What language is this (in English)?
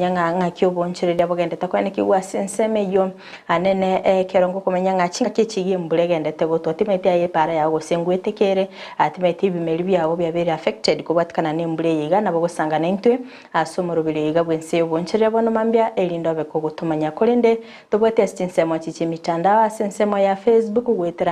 Gusii